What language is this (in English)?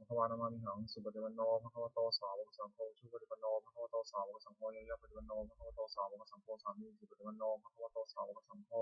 Pali